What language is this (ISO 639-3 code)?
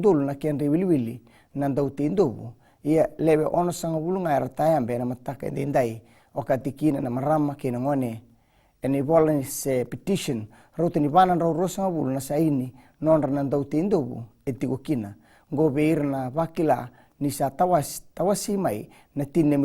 fij